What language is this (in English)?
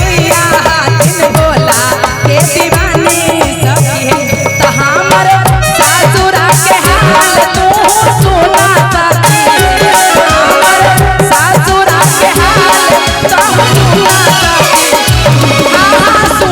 Magahi